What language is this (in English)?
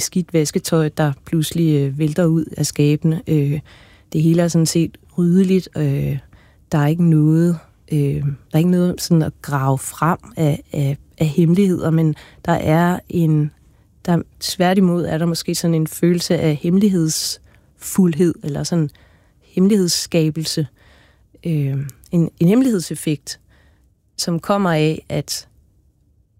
Danish